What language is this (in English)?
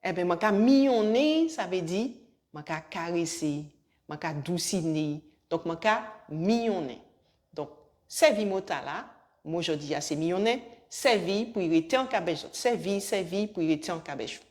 Guadeloupean Creole French